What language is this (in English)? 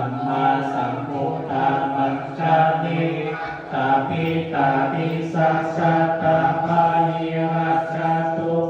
Pali